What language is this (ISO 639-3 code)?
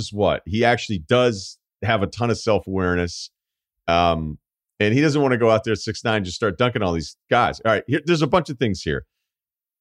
eng